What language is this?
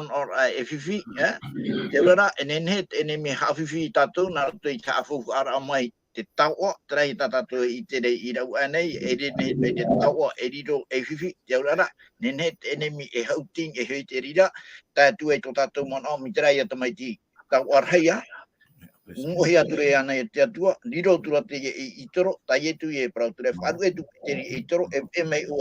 Tahitian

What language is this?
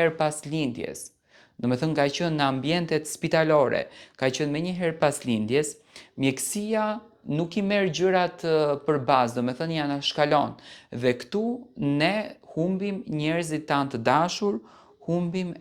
Albanian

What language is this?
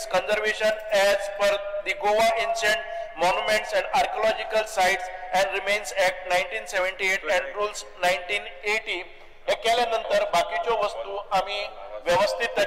Konkani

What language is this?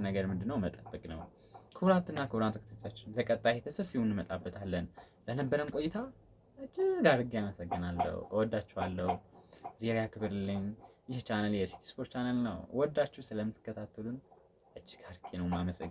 Amharic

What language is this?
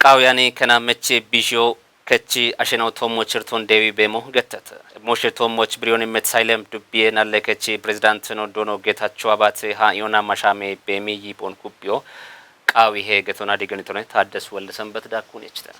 Kafa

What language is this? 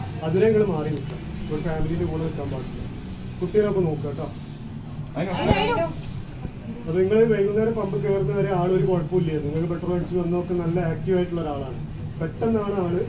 Malayalam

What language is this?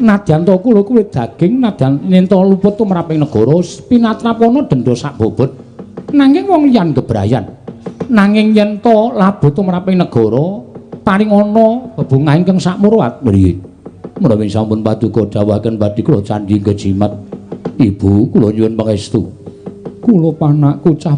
Javanese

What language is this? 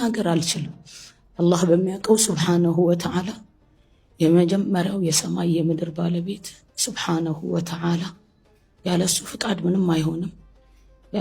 Amharic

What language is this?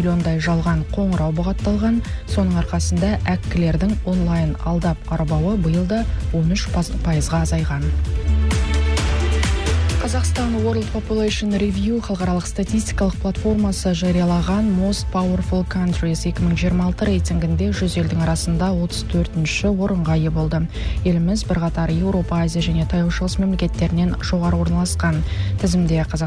Kazakh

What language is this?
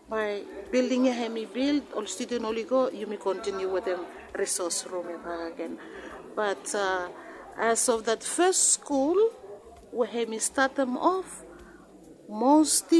Bislama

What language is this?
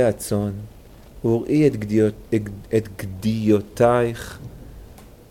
Hebrew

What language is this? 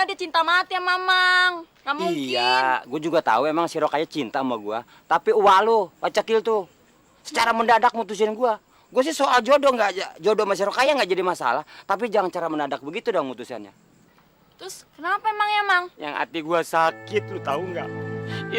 Betawi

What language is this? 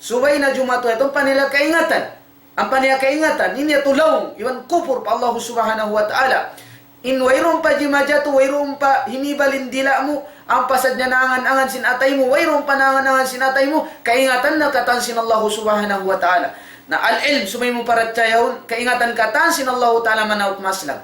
Tausug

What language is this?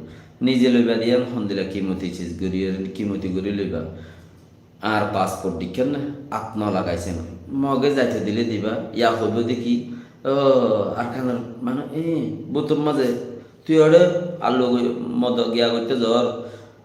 Rohingya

